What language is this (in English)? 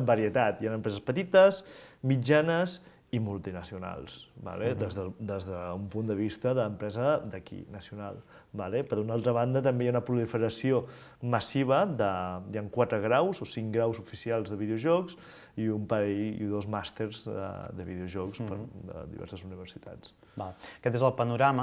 Catalan